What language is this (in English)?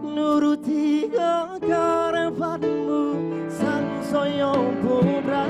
Banjar